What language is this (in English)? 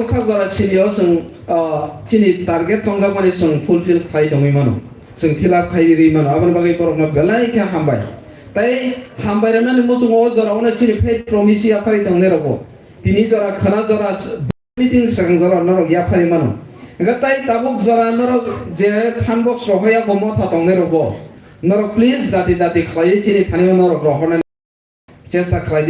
Kok Borok